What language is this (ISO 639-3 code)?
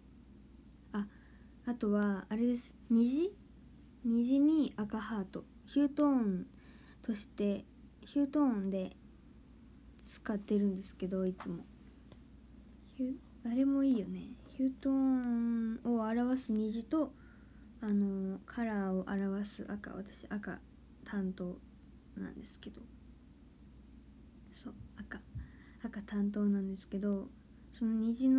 jpn